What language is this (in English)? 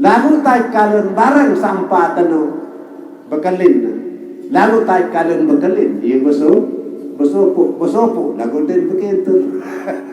Sasak